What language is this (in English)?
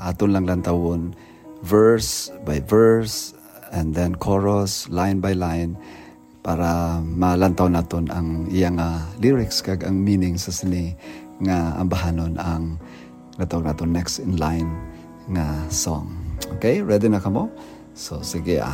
Hiligaynon